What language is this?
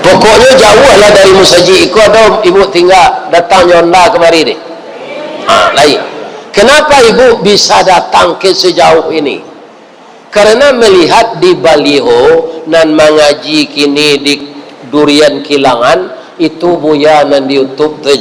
Minangkabau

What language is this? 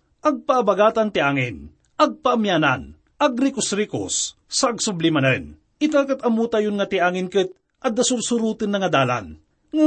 Iloko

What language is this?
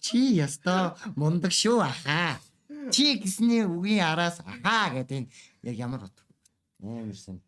Mongolian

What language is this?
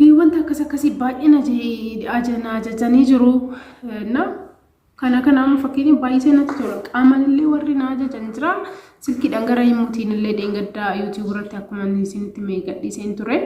Oromo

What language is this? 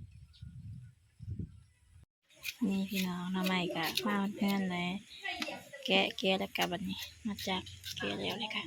Lao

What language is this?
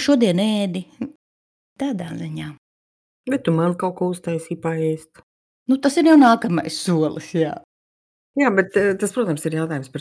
Latvian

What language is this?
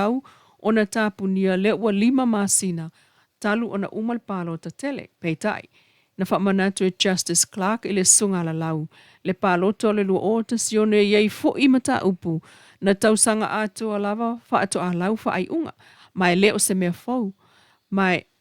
Samoan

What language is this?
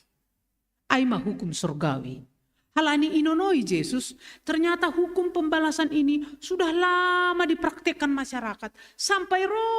Batak Simalungun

